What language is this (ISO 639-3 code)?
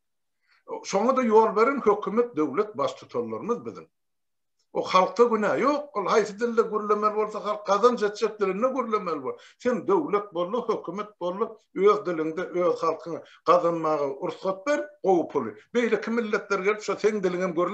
tuk